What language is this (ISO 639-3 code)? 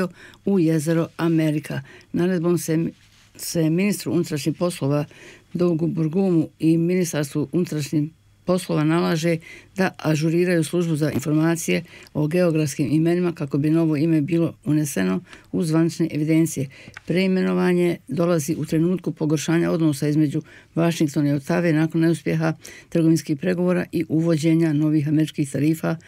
bos